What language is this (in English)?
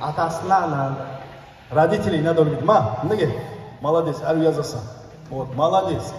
Kumyk